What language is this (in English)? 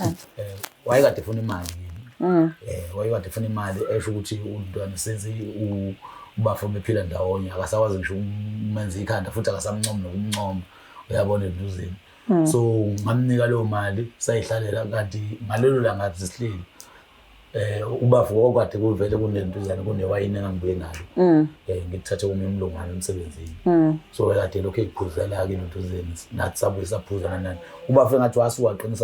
Zulu